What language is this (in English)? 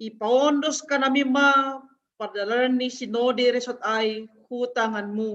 Batak Simalungun